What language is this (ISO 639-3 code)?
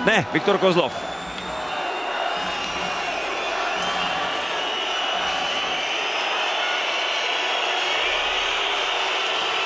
ces